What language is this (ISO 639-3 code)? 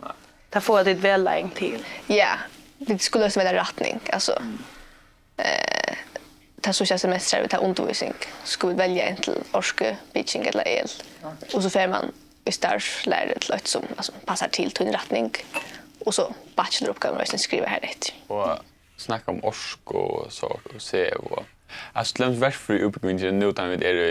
fao